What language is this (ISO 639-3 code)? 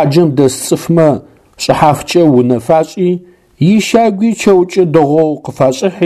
ady